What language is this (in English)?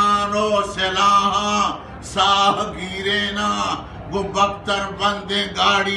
Eastern Balochi